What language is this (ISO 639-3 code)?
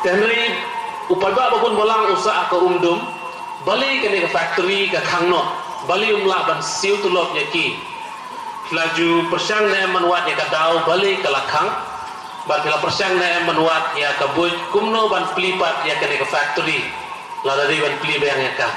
kha